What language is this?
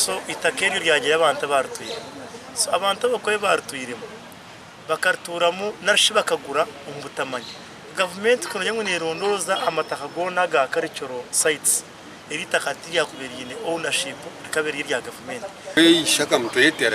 Nyankole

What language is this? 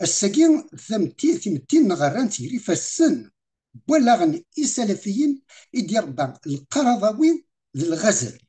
Kabyle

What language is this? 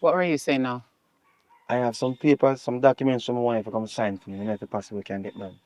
Jamaican Creole English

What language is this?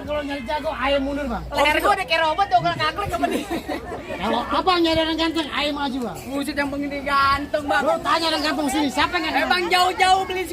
Betawi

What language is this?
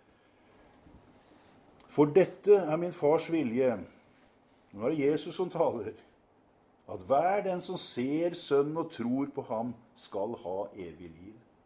Norwegian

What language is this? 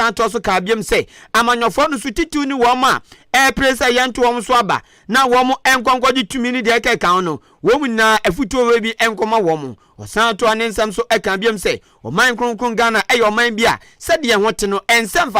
Akan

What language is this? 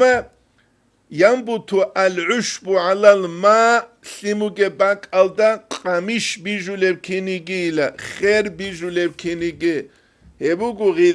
Avaric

